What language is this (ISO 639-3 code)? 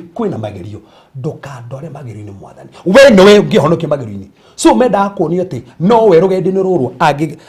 kik